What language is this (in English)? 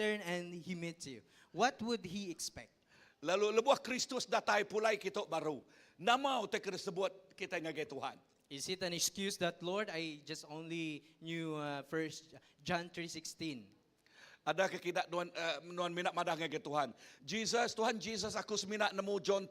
Iban